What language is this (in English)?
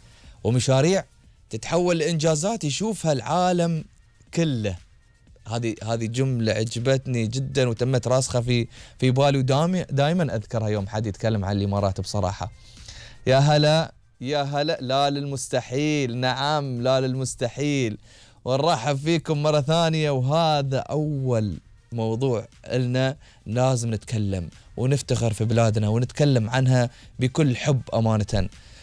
Gulf Arabic